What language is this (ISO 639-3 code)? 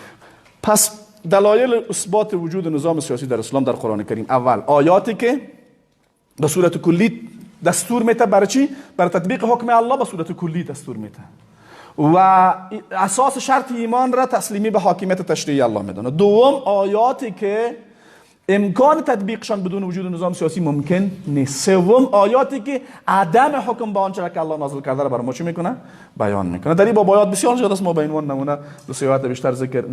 fas